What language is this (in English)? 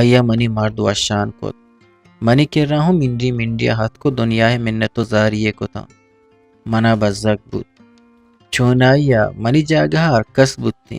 Eastern Balochi